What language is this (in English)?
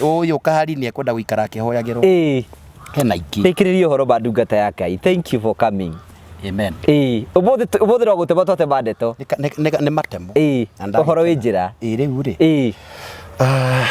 Kikuyu